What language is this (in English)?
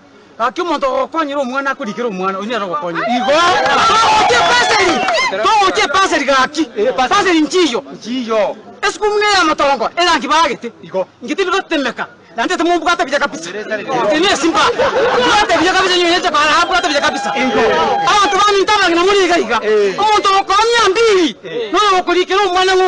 Gusii